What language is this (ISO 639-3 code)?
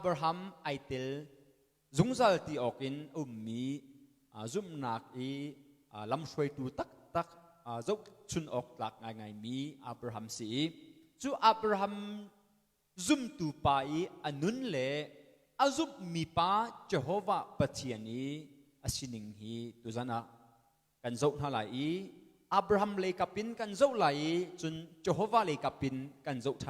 cnh